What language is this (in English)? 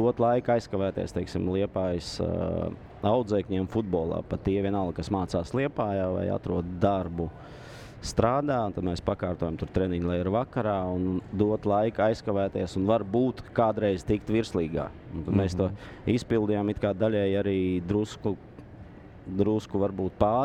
Latvian